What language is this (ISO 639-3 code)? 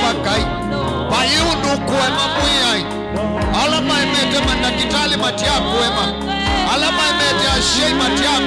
kam